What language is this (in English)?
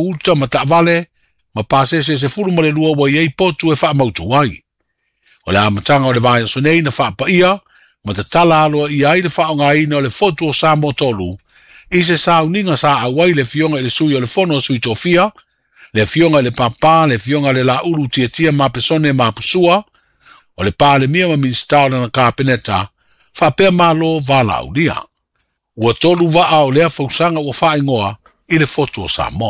Samoan